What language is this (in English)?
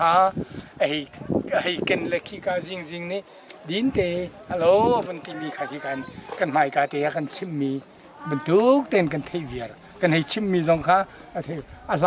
Hakha Chin